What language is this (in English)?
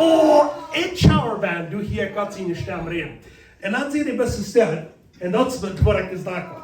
Plautdietsch